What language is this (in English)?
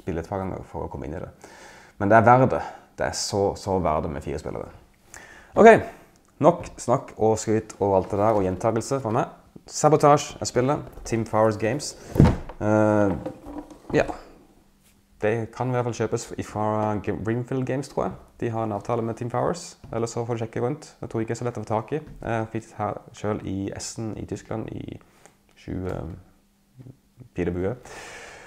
Norwegian